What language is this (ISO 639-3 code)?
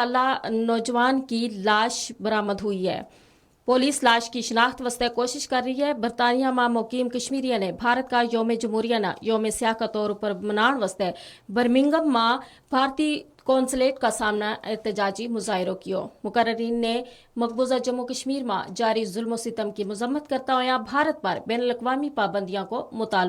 gju